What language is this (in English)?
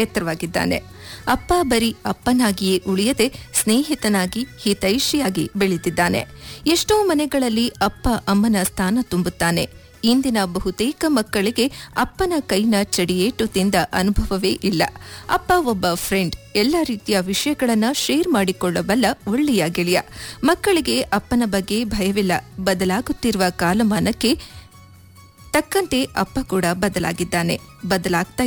Kannada